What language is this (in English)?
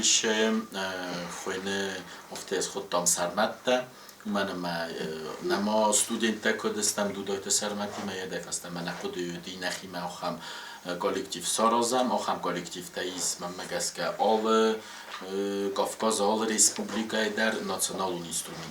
Ossetic